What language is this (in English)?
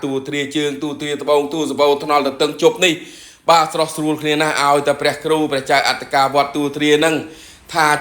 Khmer